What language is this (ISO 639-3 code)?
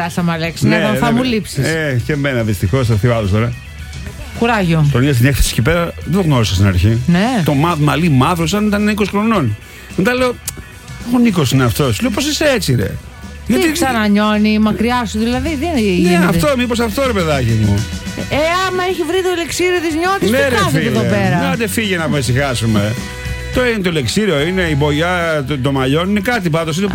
ell